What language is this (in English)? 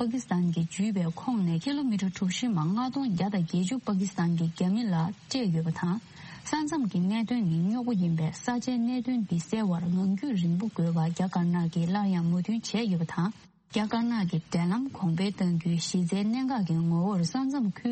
Tibetan